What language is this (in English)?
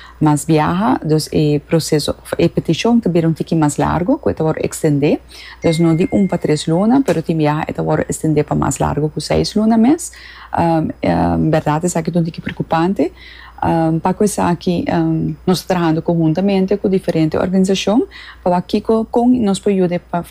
Papiamento